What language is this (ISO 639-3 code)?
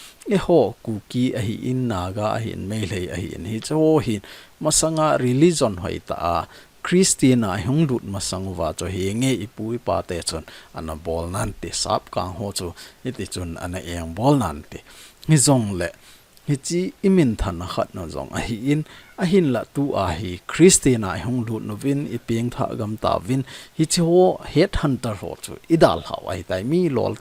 tcz